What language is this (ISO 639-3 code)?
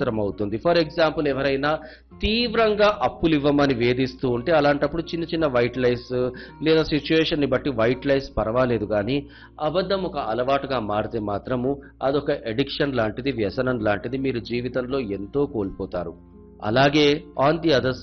tel